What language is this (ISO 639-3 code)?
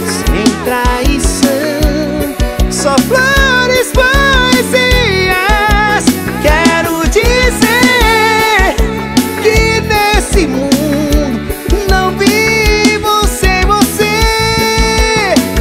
por